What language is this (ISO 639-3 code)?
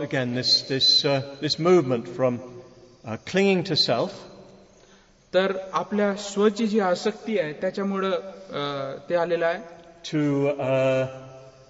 mar